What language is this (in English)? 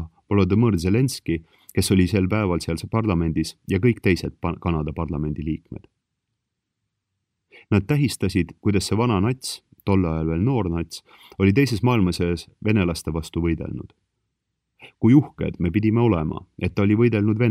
Estonian